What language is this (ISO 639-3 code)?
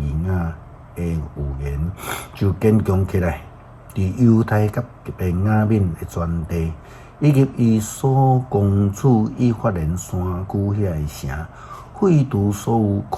nan